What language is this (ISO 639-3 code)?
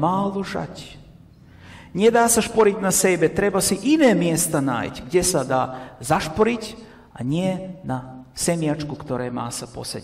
slk